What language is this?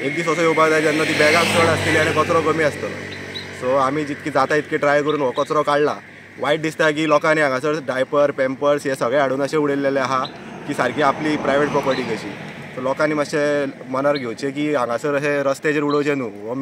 Konkani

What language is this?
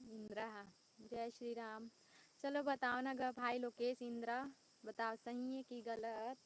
Chhattisgarhi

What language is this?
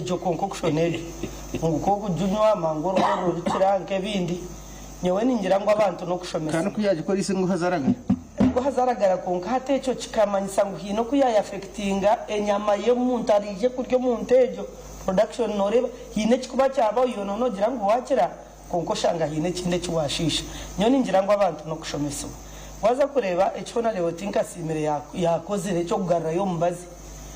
Nyankole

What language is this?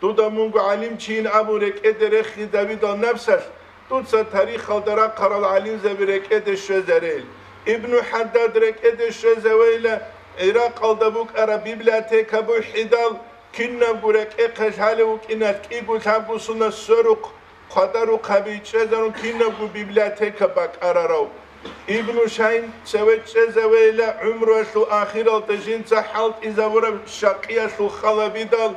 Avaric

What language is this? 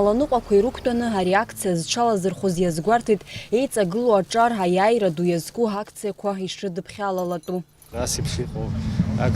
Abkhazian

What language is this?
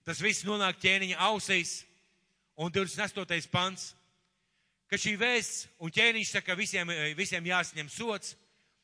Latvian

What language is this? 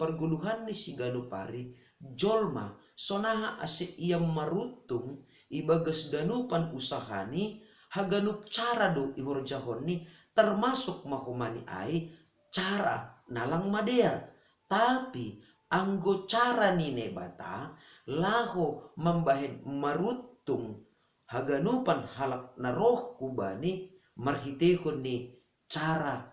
Batak Simalungun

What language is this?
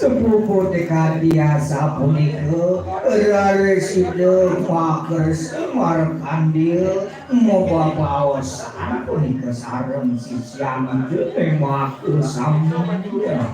Balinese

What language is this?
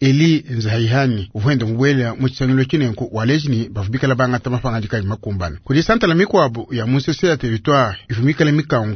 Luba-Lulua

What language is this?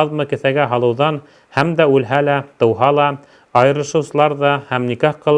Bashkir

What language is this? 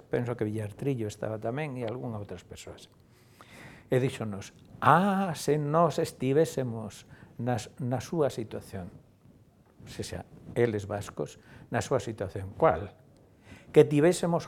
Galician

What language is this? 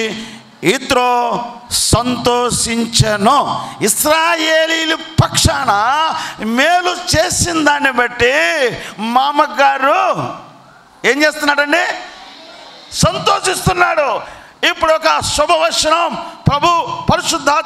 Telugu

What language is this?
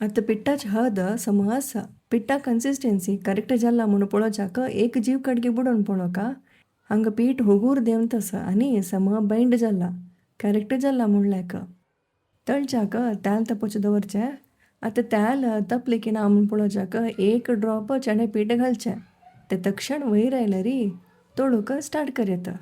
Konkani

